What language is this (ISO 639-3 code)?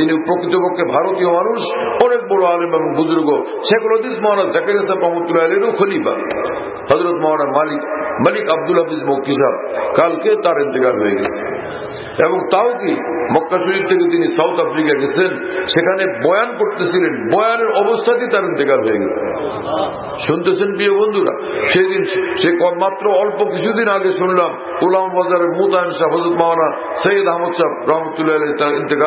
ben